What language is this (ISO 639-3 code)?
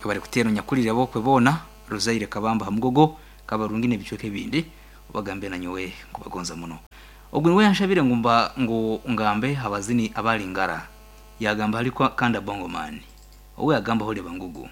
nyn